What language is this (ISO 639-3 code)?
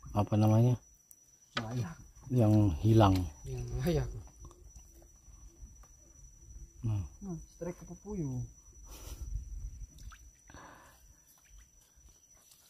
ind